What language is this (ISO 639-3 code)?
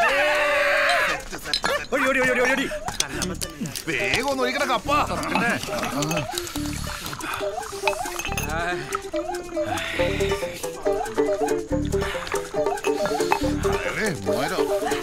mal